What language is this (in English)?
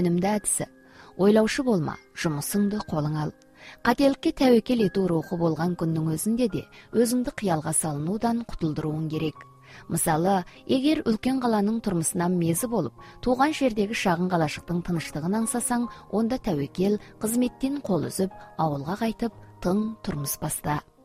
Kazakh